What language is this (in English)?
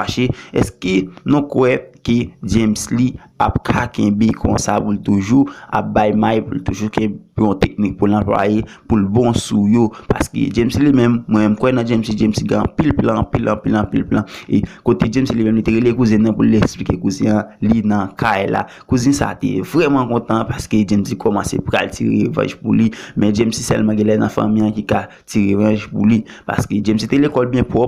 Haitian Creole